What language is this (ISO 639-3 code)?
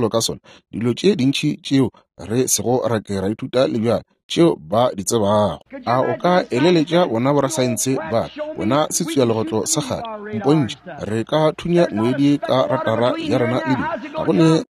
nso